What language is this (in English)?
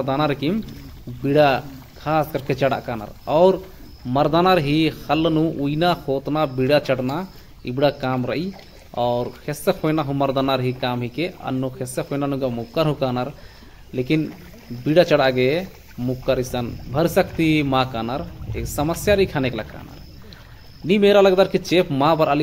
Kurukh